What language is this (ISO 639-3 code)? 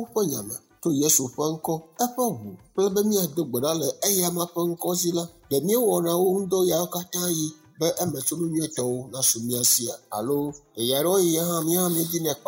ewe